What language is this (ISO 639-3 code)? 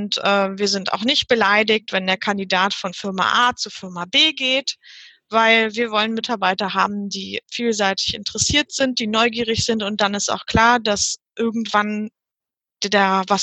deu